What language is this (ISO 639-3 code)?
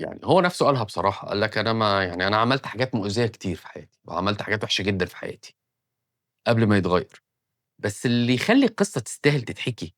arz